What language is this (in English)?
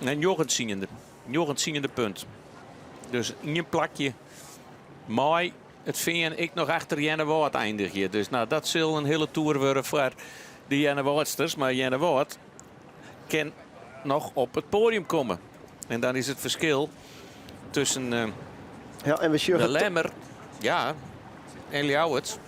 Western Frisian